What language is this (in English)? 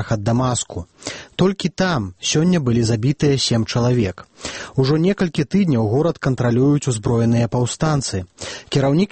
Belarusian